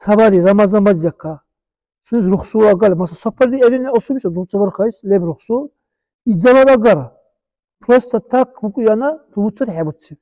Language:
Dargwa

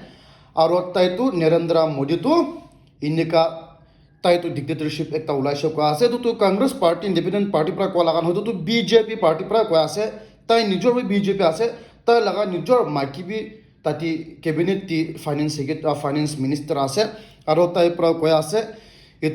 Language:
Naga Pidgin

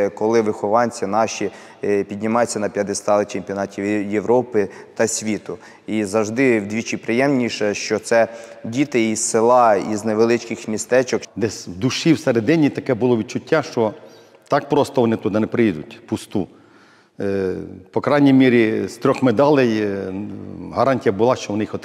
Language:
Ukrainian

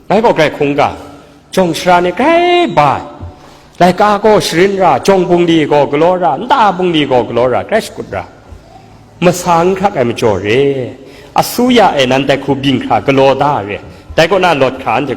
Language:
Kachin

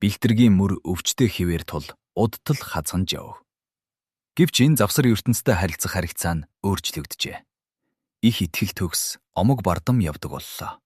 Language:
Mongolian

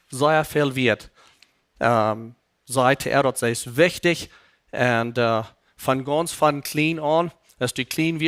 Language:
Plautdietsch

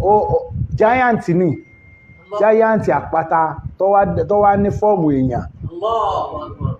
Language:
Yoruba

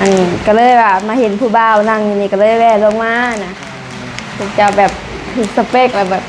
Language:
Northeastern Thai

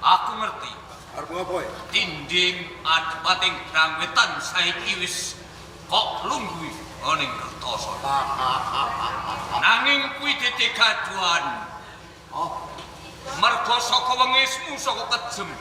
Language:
Javanese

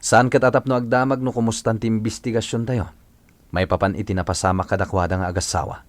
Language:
Iloko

